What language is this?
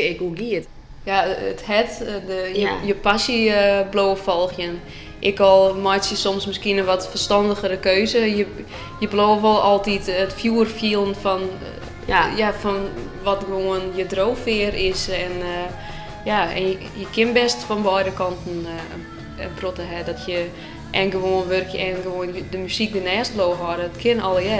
Western Frisian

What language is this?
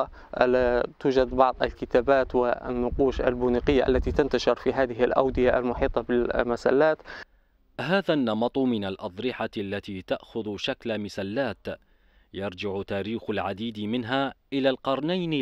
Arabic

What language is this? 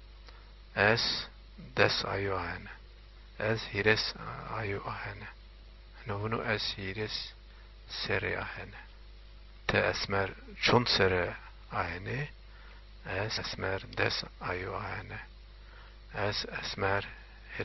Zaza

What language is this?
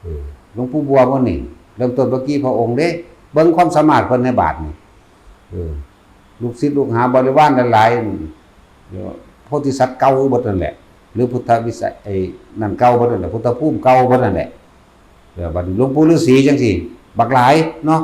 Northeastern Thai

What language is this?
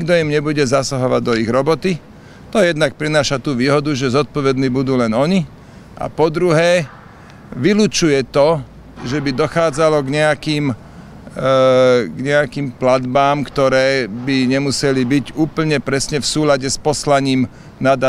Slovak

